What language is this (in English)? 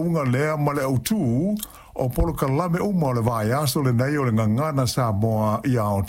Samoan